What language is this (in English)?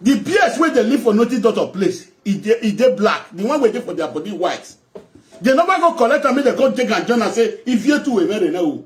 Nigerian Pidgin